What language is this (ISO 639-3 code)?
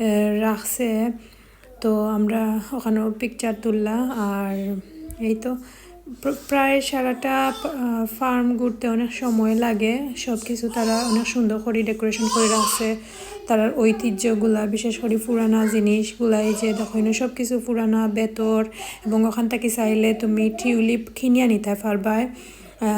syl